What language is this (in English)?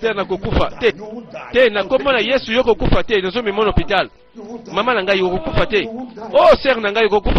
Lingala